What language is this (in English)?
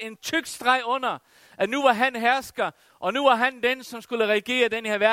Danish